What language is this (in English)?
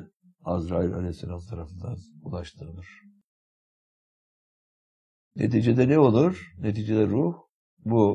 Turkish